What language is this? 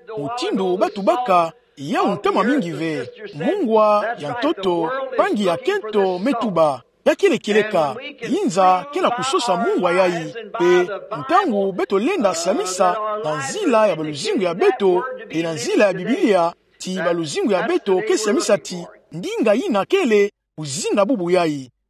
Kituba (Democratic Republic of Congo)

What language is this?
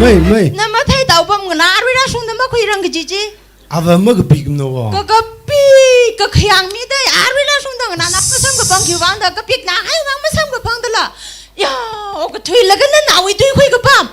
Tangkhul Naga (India)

